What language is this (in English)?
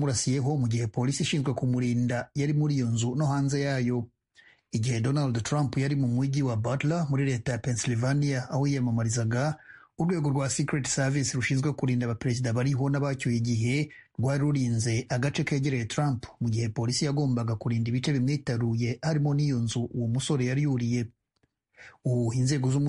Kinyarwanda